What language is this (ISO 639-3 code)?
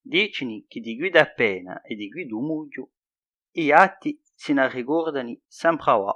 cos